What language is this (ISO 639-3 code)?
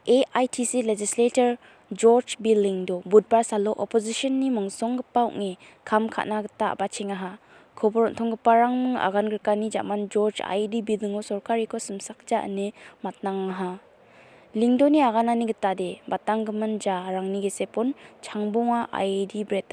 grt